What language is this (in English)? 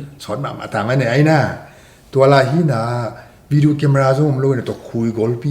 Tedim Chin